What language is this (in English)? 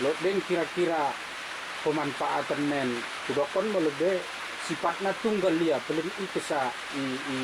Batak Dairi